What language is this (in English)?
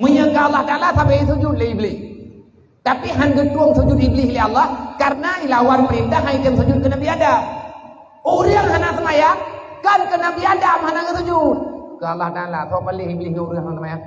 Achinese